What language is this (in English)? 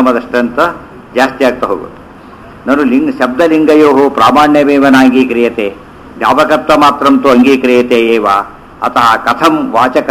Kannada